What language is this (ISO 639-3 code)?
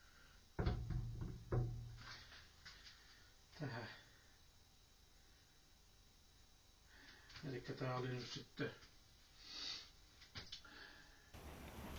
fin